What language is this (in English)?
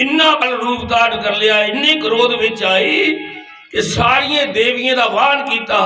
Dogri